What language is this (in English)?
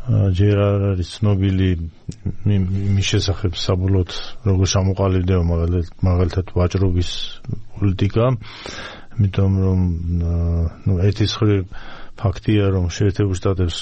Georgian